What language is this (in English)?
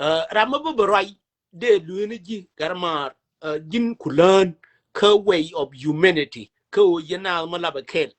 Nuer